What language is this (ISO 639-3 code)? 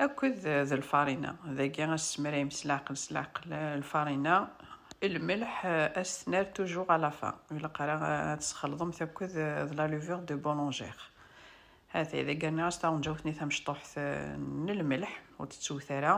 kab